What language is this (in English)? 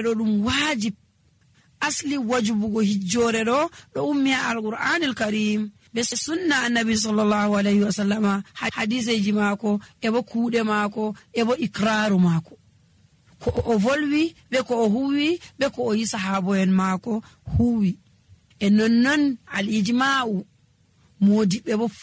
Nigerian Fulfulde